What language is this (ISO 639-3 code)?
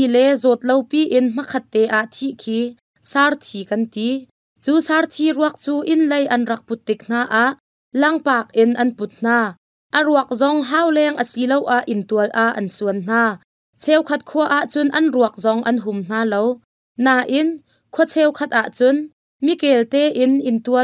cnh